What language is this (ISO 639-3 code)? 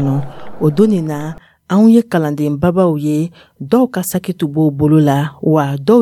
dyu